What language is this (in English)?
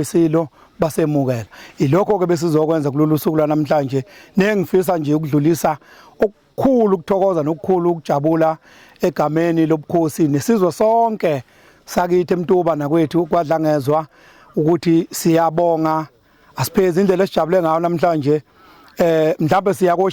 Zulu